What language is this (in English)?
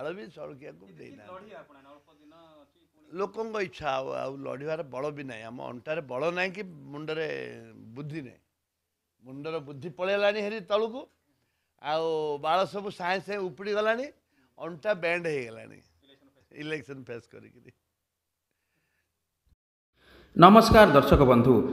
Odia